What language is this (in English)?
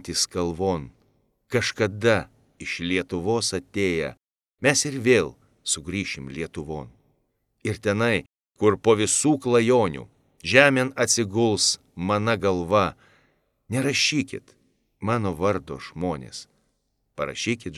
Lithuanian